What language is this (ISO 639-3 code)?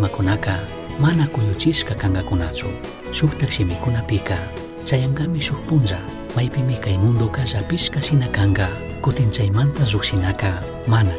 qug